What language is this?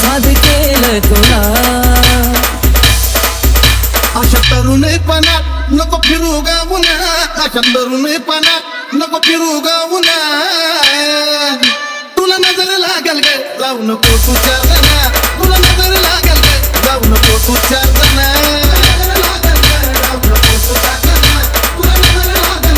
Marathi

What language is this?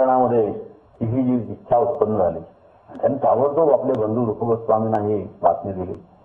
Marathi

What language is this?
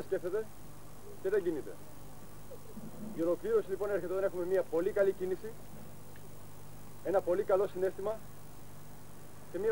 Greek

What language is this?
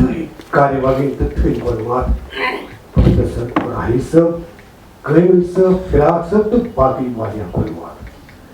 Kashmiri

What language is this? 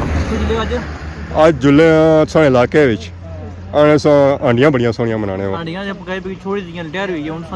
Pahari-Potwari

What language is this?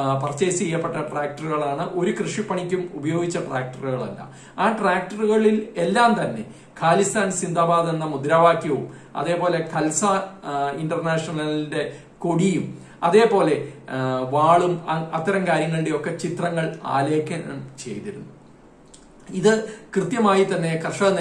Malayalam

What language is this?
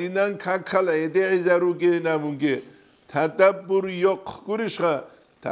Avaric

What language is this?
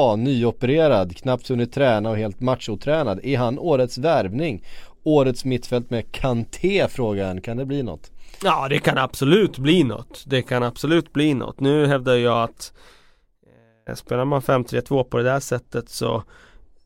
Swedish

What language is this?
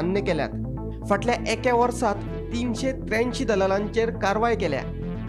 Konkani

